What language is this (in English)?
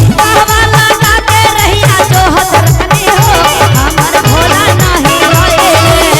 Magahi